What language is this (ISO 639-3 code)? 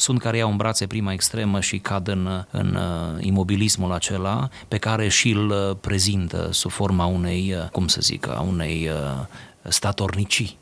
ron